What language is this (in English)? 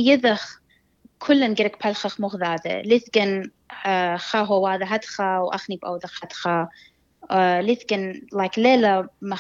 Assyrian Neo-Aramaic